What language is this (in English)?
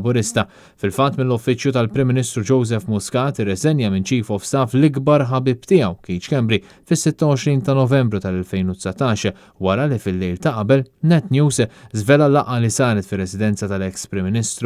Maltese